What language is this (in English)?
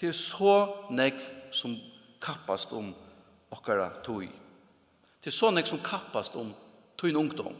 Faroese